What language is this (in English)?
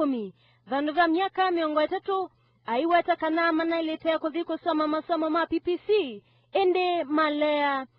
Kamba